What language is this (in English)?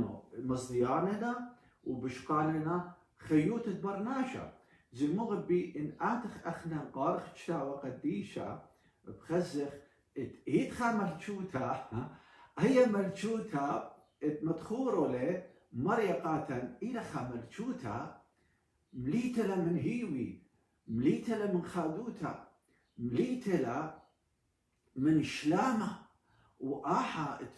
Assyrian Neo-Aramaic